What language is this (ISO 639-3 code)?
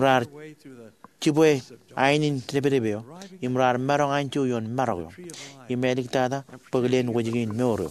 mah